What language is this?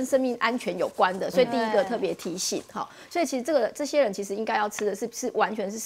Chinese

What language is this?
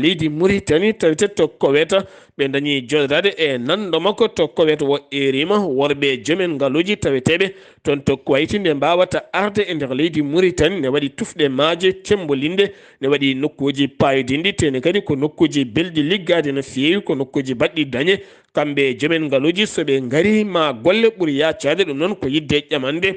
Fula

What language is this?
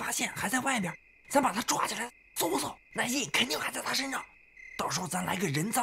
Chinese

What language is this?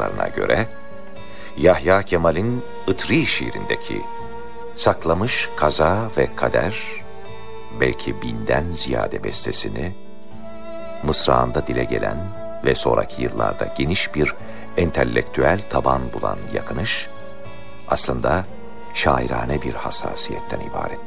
Turkish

